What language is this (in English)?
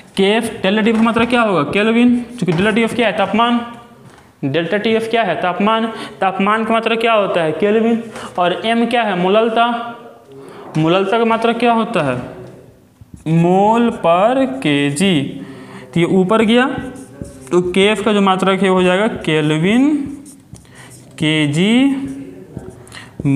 Hindi